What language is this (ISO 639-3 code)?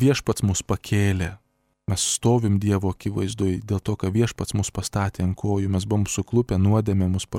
lit